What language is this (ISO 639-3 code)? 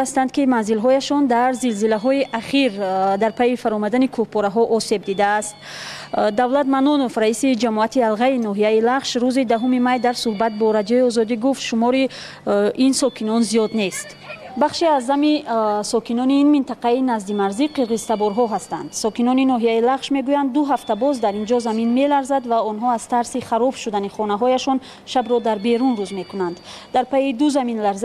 tgk